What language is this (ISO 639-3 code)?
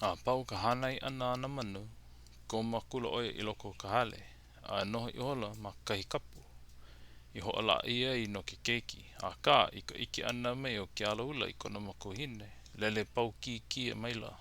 haw